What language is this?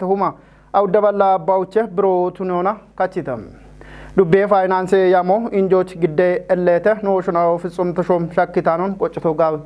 Kafa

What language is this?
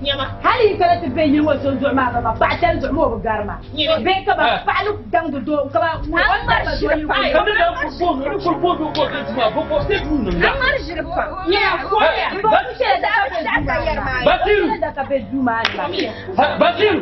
Dagbani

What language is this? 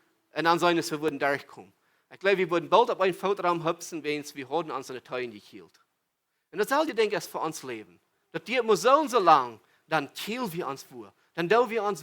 Plautdietsch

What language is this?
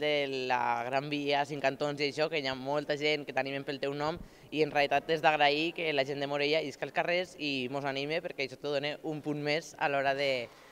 Catalan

